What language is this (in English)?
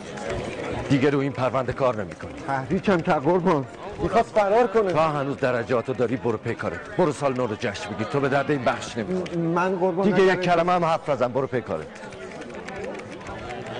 Persian